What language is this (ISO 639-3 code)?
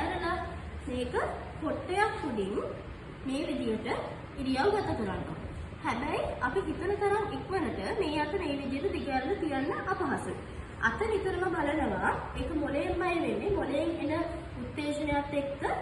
sin